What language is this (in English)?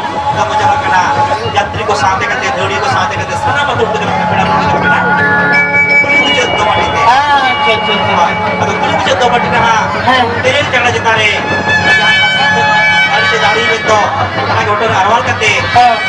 Santali